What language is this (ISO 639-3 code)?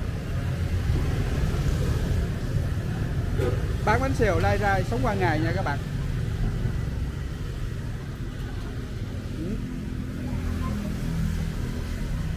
vie